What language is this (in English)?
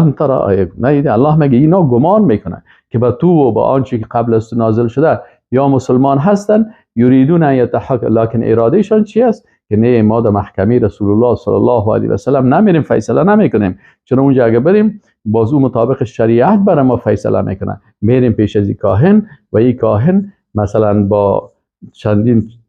Persian